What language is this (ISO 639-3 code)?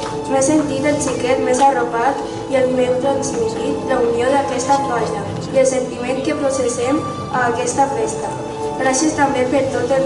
cat